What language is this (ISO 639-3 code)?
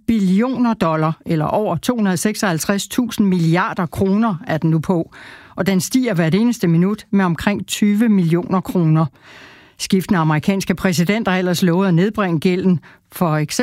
dan